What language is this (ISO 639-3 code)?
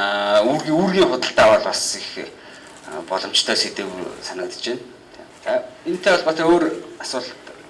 mon